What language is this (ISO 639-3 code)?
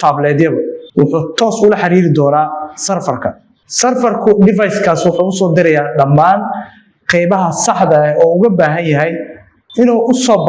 som